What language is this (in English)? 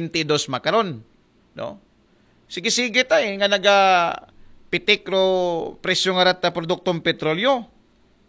Aklanon